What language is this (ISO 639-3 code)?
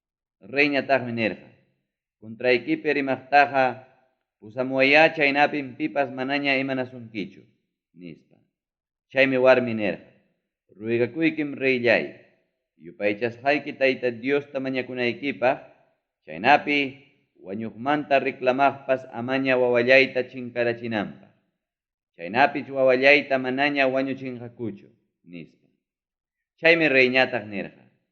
quy